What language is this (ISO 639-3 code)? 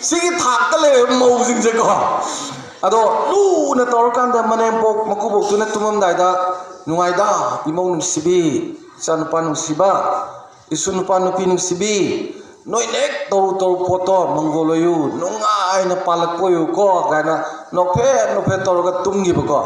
mni